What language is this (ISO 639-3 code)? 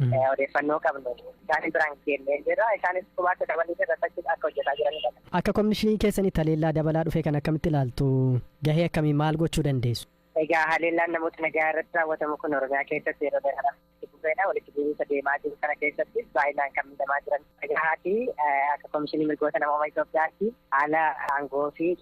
orm